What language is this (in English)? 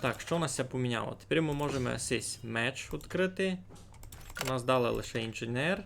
Rusyn